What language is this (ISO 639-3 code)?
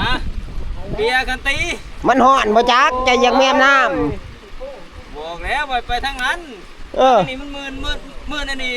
tts